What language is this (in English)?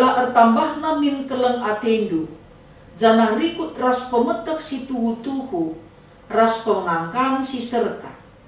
Batak Karo